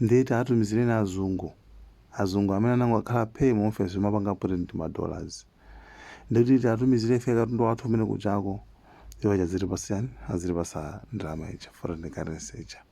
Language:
Nyanja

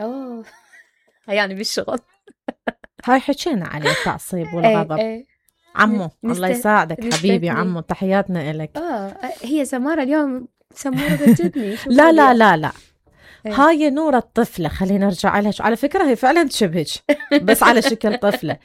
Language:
Mesopotamian Arabic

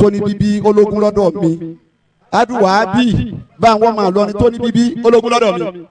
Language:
Yoruba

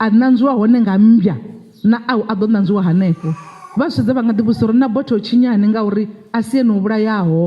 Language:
Venda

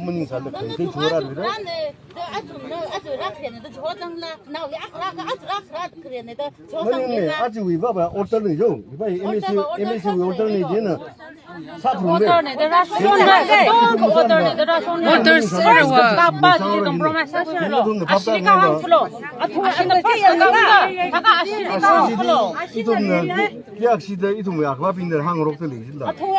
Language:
Tangkhul Naga (India)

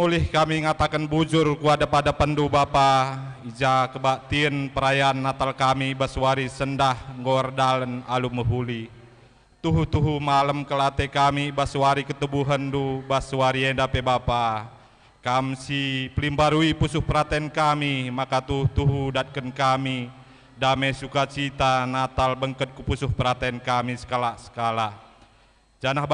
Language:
Batak Karo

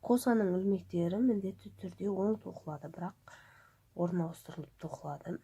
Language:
Kazakh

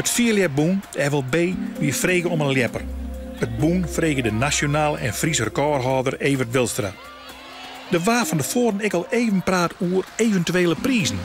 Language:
Western Frisian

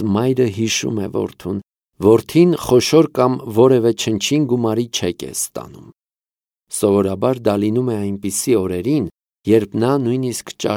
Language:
Armenian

